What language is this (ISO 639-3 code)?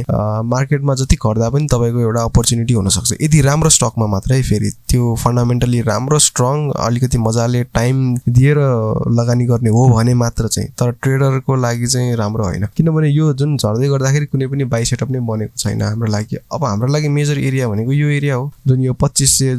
nep